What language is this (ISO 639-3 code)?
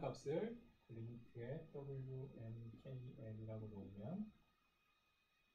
kor